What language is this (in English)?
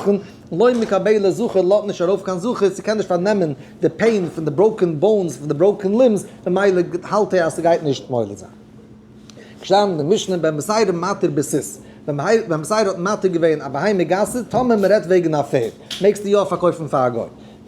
Yiddish